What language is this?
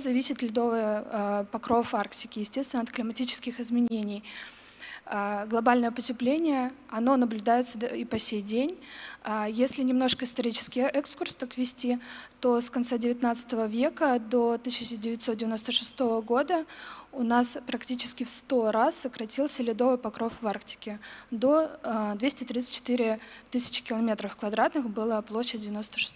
Russian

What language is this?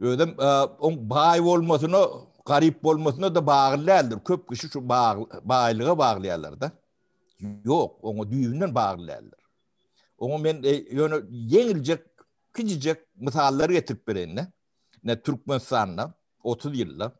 Turkmen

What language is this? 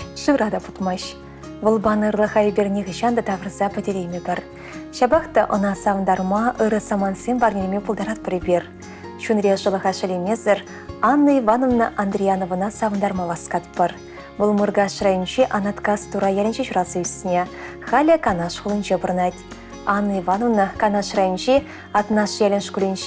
Chuvash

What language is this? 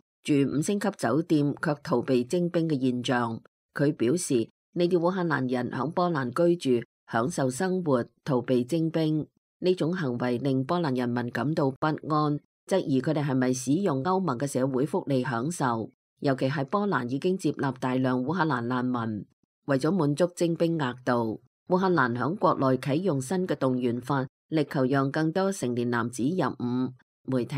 Cantonese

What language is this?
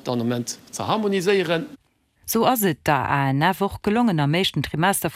Luxembourgish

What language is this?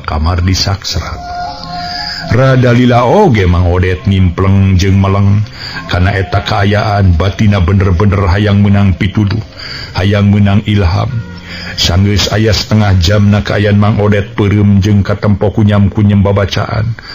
Sundanese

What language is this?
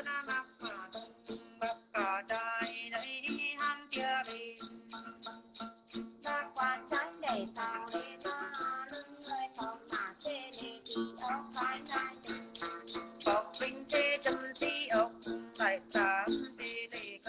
Vietnamese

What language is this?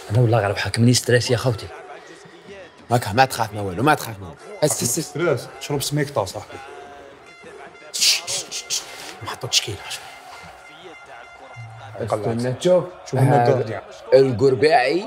Algerian Arabic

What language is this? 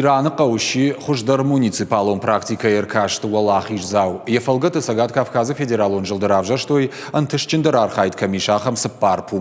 Ossetic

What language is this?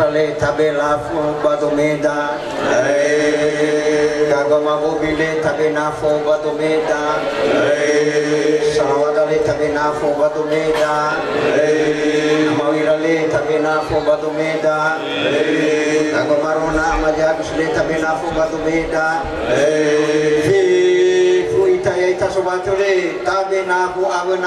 Nias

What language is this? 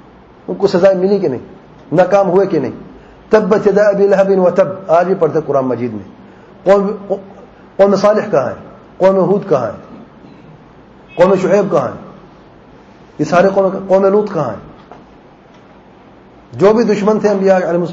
Urdu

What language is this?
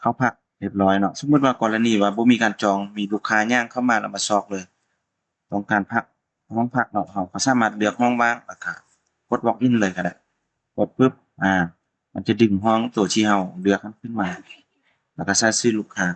Lao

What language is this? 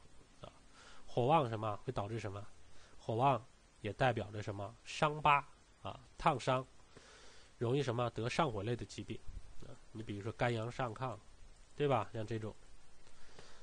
Chinese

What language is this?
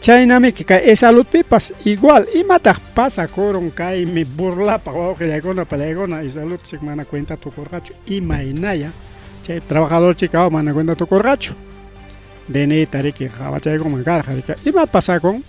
Ayacucho Quechua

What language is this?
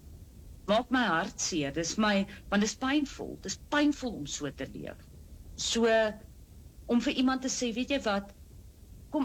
Afrikaans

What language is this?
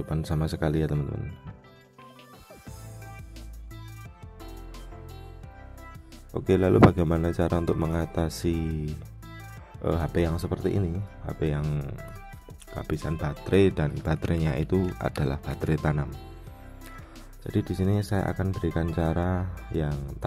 Indonesian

